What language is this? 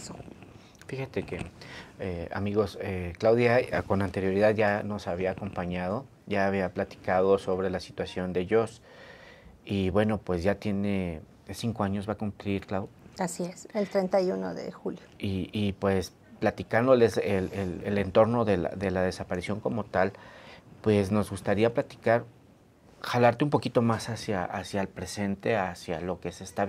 Spanish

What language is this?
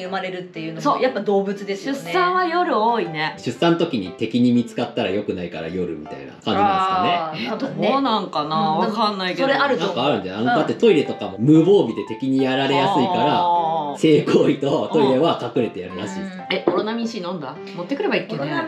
Japanese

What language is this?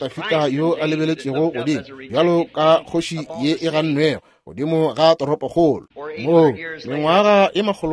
Northern Sotho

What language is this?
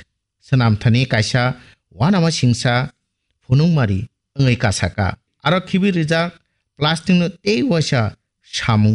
Kok Borok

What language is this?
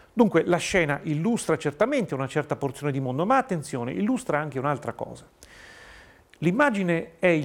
Italian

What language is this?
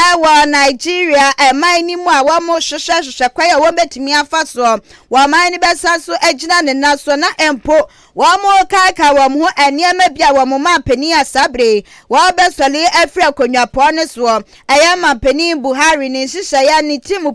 Akan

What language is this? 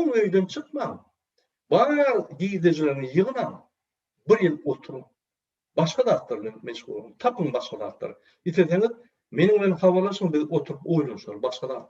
Turkmen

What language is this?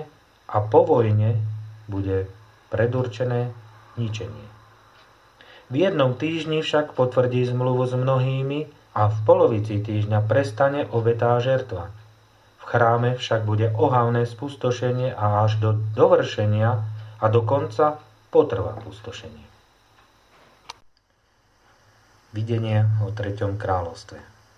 Slovak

